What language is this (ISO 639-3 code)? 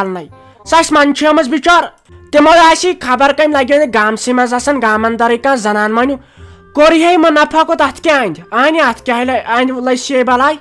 kas